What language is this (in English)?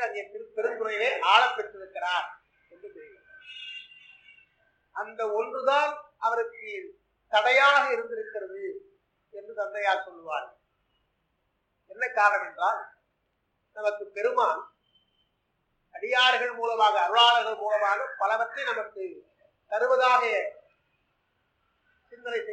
Tamil